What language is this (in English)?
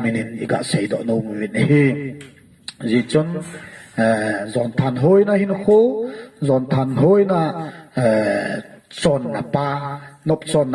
Thado Chin